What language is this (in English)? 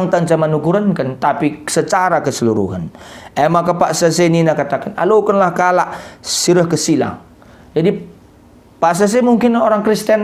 Batak Karo